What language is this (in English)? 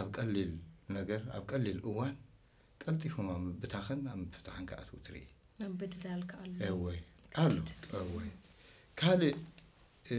Tigrinya